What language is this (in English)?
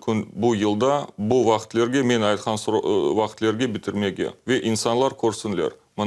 Crimean Tatar